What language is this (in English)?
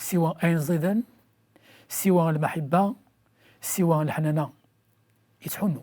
Kabyle